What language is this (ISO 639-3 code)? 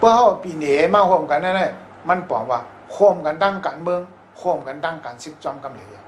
shn